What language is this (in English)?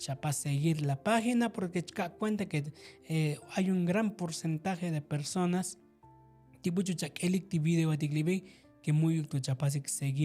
Tzotzil